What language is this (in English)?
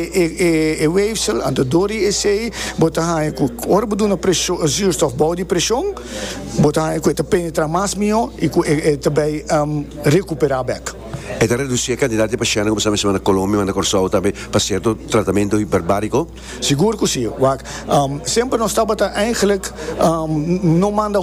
Papiamento